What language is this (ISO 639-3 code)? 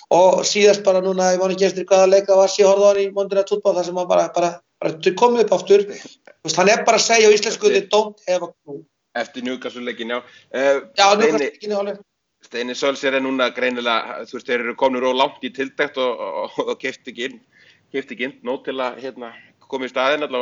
isl